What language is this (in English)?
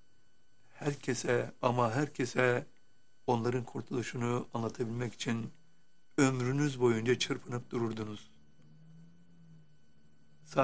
Turkish